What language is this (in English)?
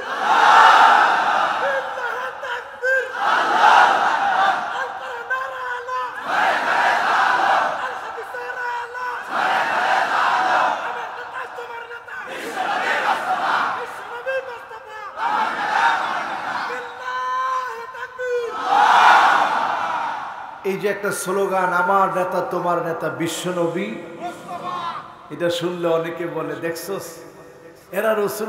Bangla